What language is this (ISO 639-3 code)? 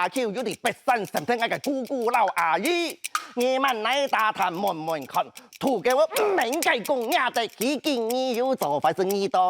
hak